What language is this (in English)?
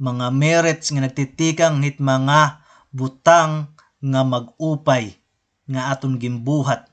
Waray